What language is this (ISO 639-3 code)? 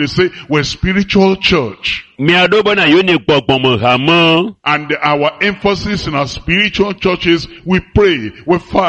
ewe